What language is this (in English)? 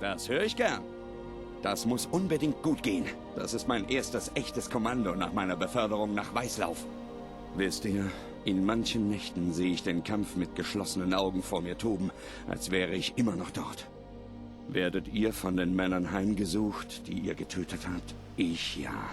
Bavarian